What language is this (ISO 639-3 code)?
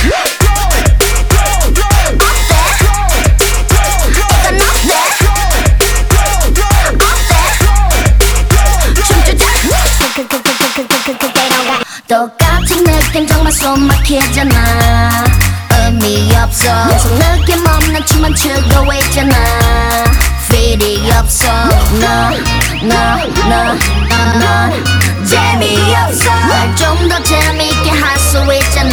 kor